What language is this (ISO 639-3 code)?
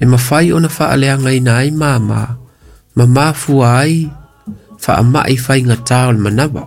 smo